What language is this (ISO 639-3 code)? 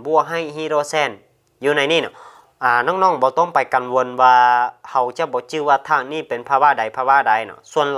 lao